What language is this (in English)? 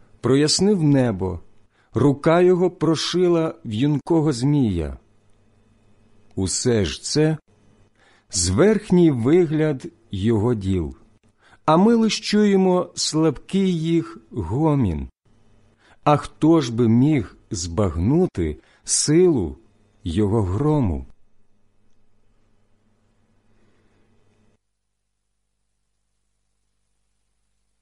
Ukrainian